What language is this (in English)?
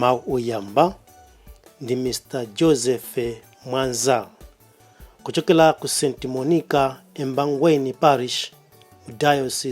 Nyanja